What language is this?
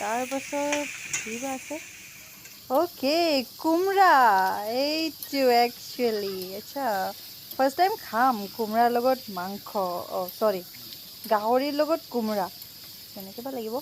Assamese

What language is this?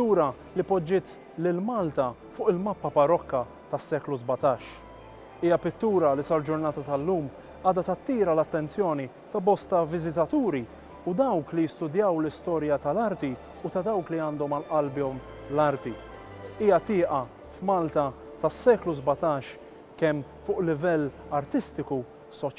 Maltese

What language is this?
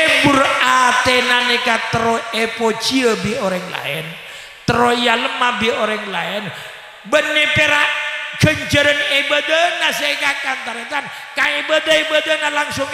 Madurese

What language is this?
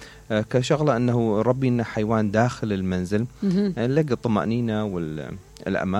Mesopotamian Arabic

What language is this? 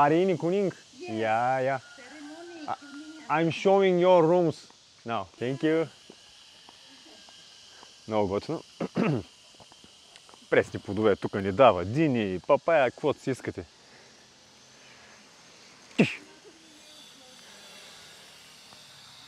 Bulgarian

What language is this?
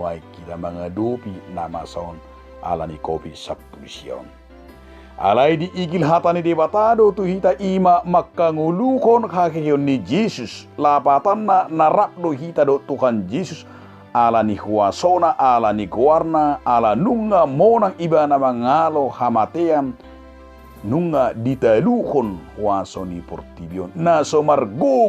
Batak Toba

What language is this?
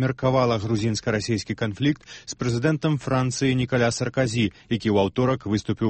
Belarusian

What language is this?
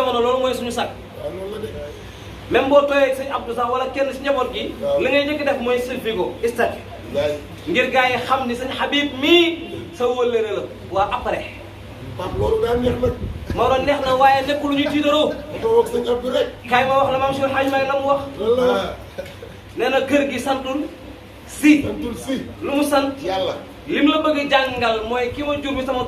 Wolof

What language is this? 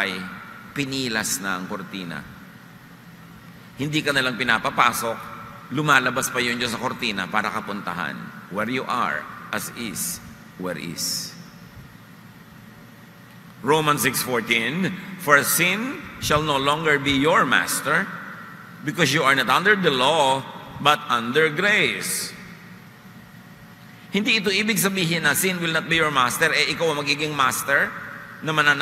Filipino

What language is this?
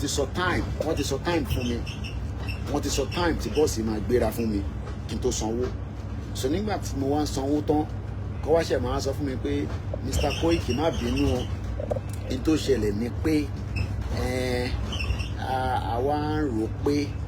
Yoruba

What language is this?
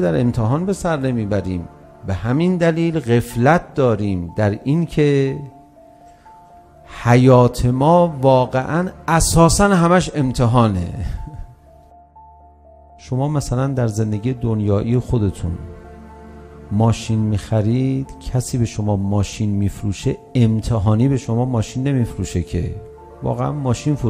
Persian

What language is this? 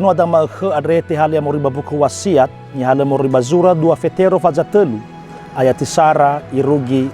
Nias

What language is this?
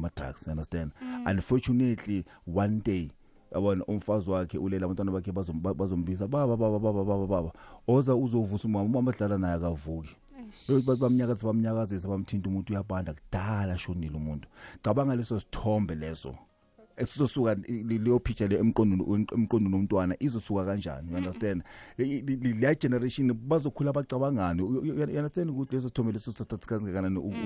South Ndebele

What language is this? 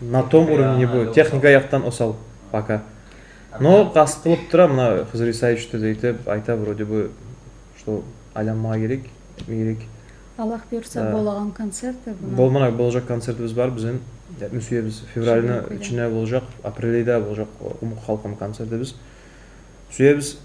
Kumyk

